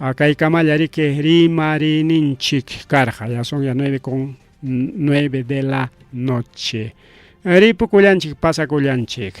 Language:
Ayacucho Quechua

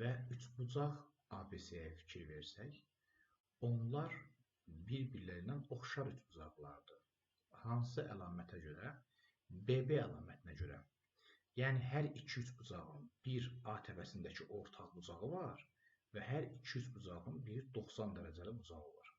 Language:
Azerbaijani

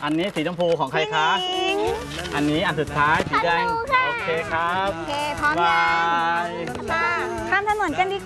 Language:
Thai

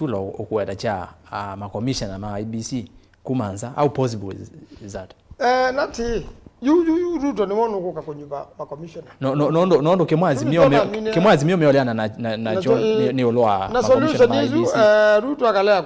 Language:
Kamba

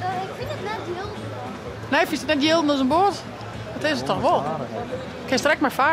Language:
Western Frisian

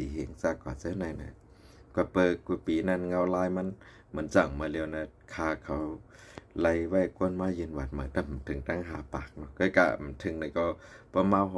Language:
Shan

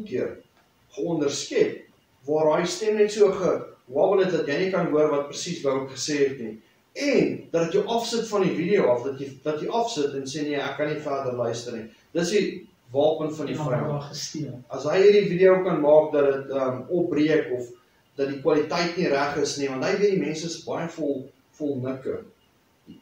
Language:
Afrikaans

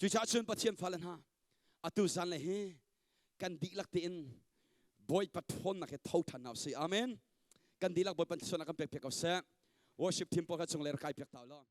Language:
Hakha Chin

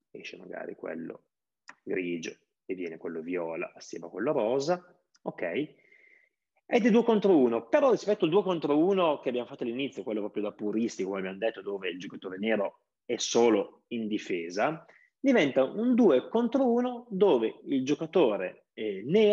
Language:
Italian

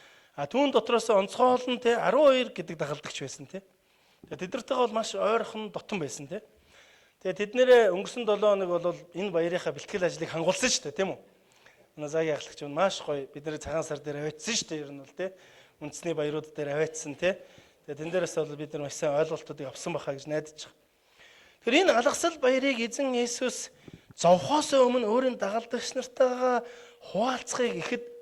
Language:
Mongolian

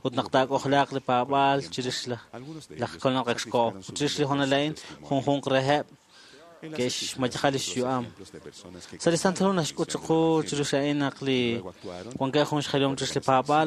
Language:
Kekchí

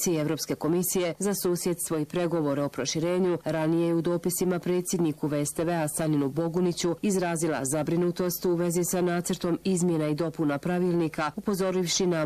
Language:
Bosnian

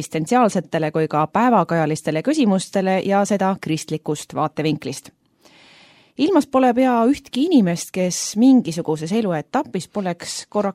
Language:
Estonian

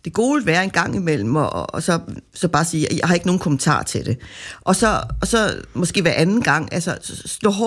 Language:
Danish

